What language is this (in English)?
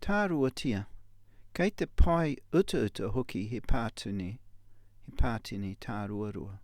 Māori